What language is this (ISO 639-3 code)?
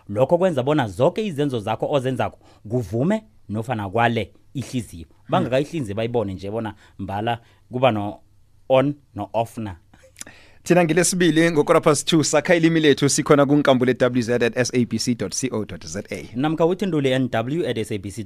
nbl